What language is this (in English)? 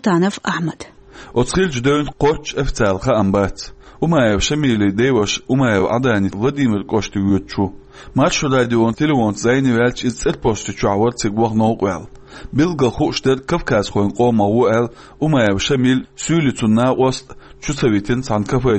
Chechen